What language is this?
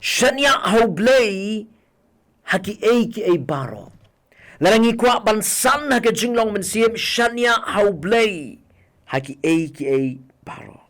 Khasi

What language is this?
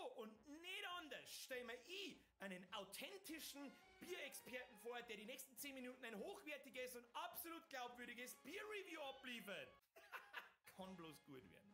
Bavarian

